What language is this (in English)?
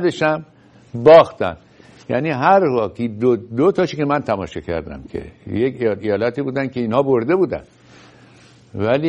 Persian